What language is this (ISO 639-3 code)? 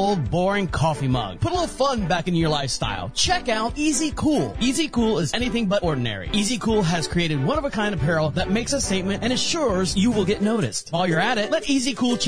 eng